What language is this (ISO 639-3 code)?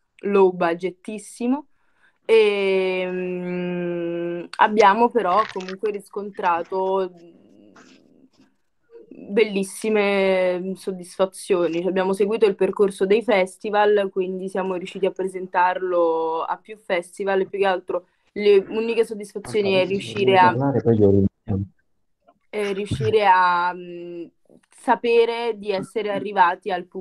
ita